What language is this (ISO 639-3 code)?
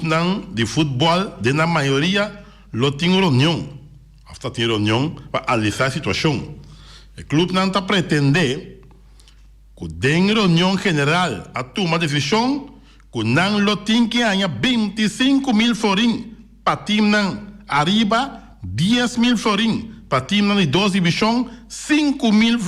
pap